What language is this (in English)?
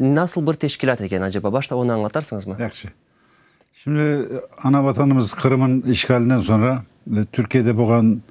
Crimean Tatar